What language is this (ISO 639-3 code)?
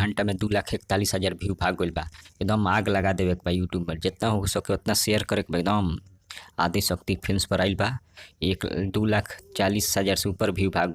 bho